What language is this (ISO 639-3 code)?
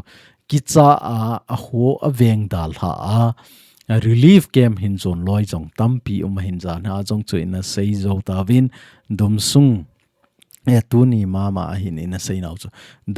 tcz